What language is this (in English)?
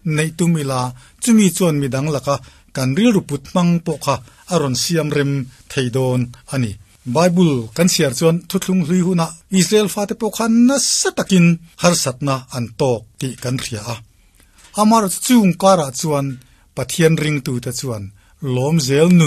Mizo